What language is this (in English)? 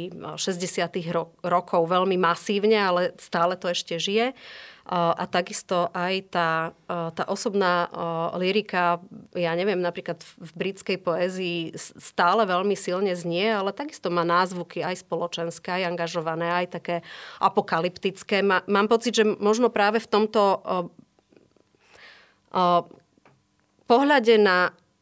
Slovak